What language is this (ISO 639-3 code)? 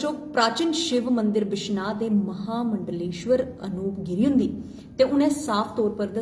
doi